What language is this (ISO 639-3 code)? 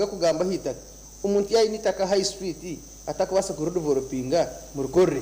nyn